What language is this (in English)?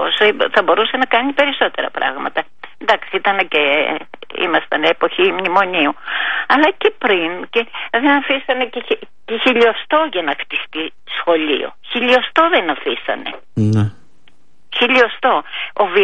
Greek